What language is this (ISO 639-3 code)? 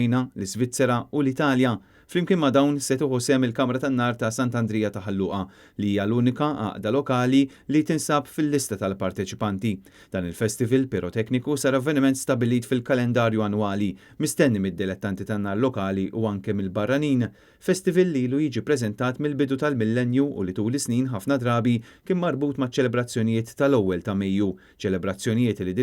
mlt